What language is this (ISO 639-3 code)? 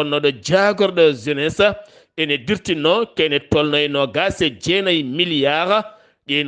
ful